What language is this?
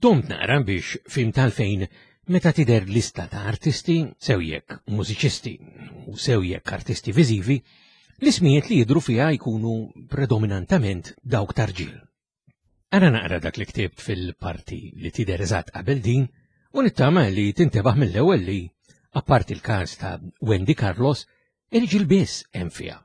Maltese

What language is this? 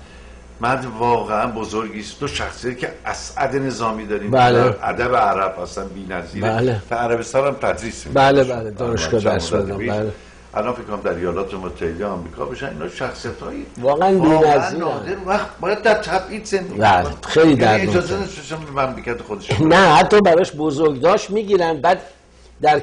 Persian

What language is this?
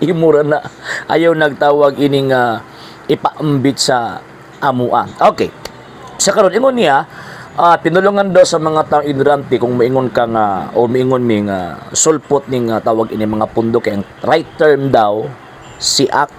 Cebuano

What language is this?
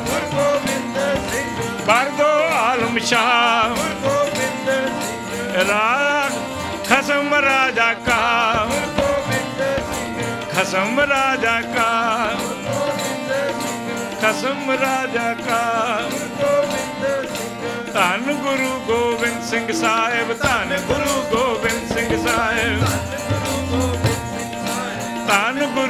Punjabi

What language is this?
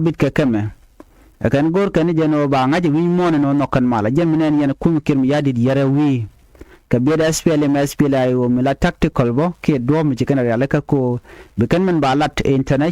Nuer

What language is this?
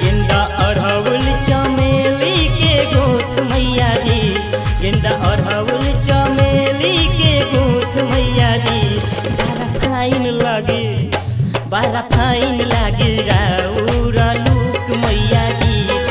Bhojpuri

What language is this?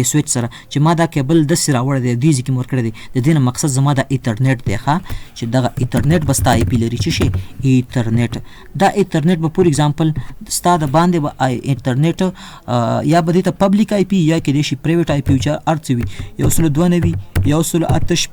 Pashto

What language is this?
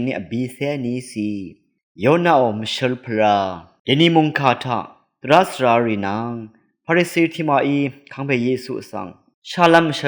Rawang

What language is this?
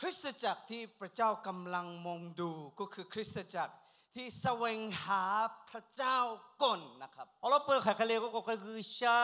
Lahu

